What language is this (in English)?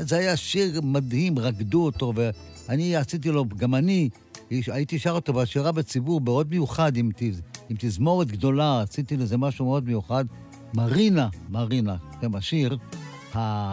Hebrew